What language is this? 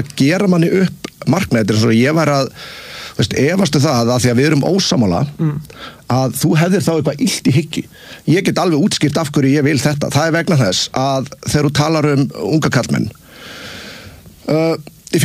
Icelandic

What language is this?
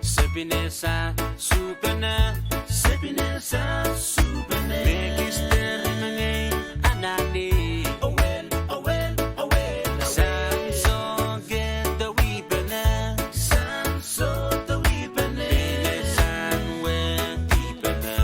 Pohnpeian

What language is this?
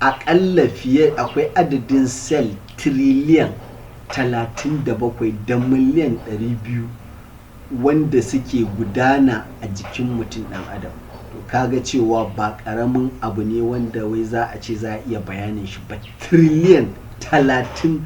Hausa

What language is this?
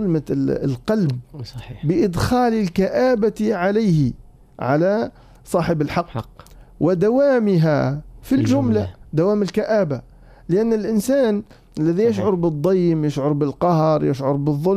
Arabic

